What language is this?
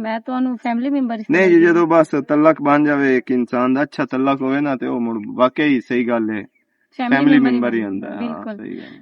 Western Panjabi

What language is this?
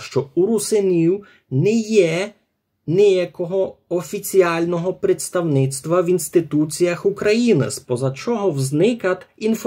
Rusyn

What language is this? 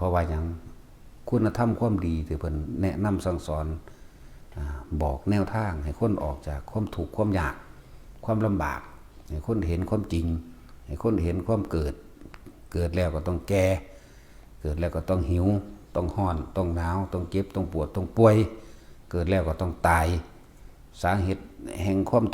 Lao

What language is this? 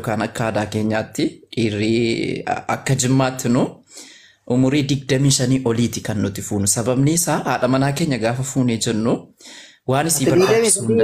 Oromo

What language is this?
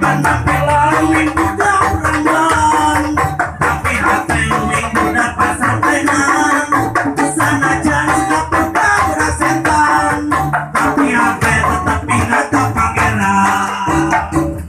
Sundanese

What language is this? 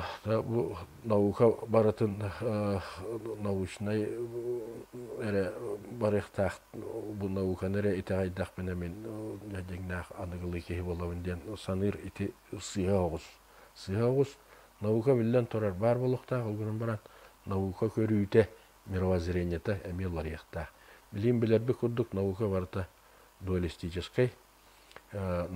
Yakut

